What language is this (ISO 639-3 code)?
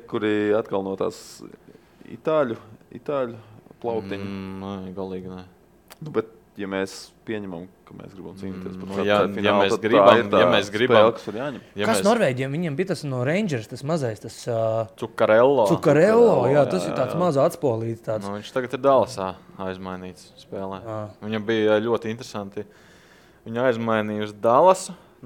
lav